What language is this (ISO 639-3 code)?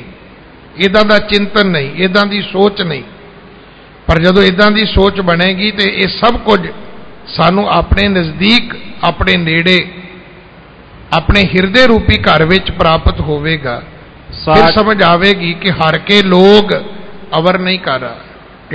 pan